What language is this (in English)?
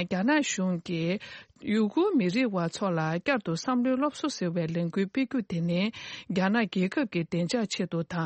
Tibetan